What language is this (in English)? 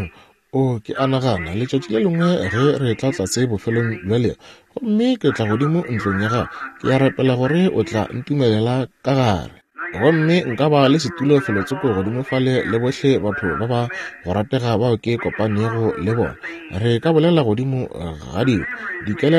Northern Sotho